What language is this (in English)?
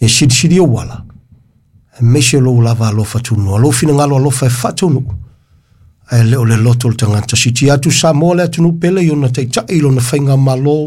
Samoan